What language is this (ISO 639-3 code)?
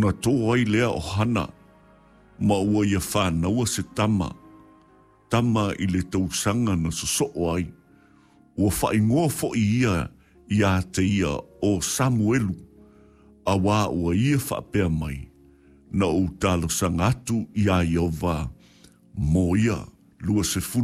smo